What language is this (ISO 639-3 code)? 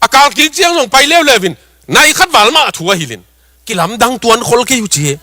ctd